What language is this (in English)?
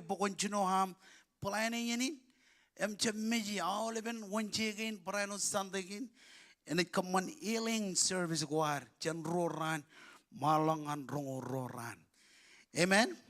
Marshallese